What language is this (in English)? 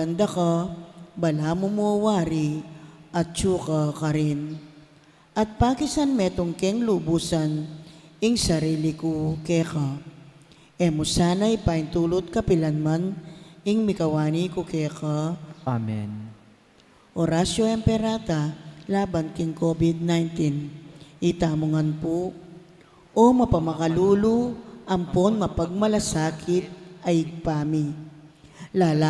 Pampanga